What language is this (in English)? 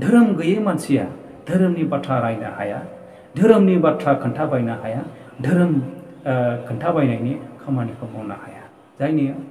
Bodo